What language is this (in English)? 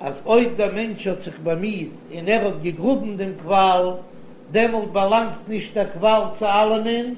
Yiddish